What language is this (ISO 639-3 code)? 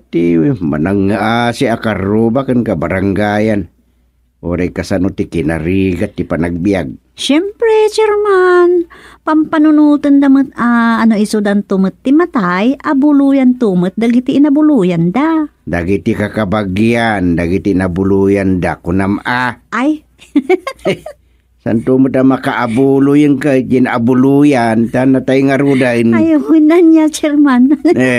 ilo